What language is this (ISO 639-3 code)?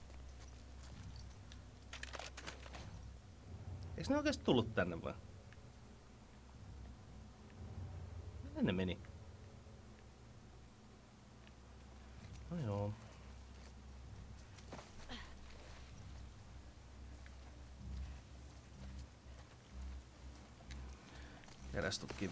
fin